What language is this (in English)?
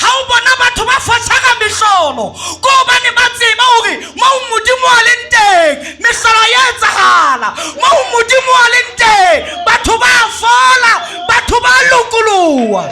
Southern Sotho